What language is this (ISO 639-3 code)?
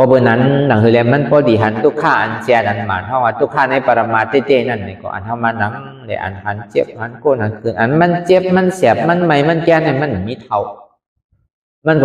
shn